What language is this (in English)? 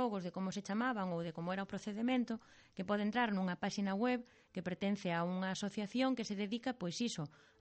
Galician